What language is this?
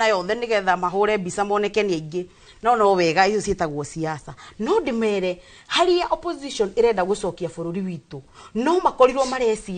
Kikuyu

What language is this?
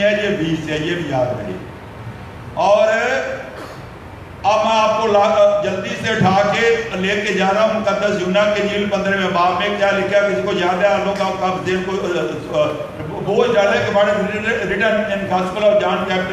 Urdu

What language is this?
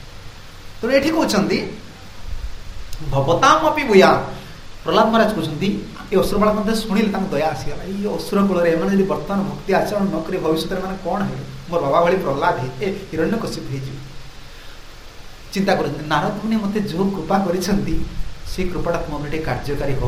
Odia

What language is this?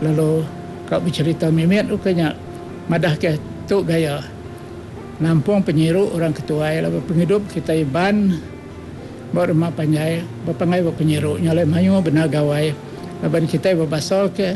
Iban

